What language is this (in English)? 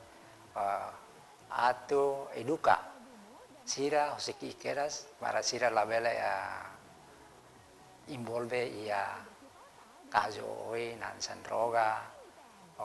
Tetum